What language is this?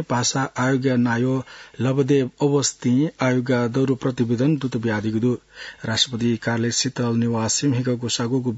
Newari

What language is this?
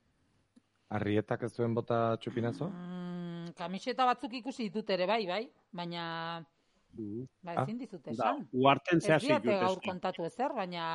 Basque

